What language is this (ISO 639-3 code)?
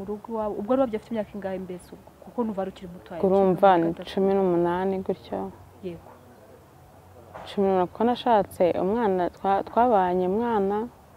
kin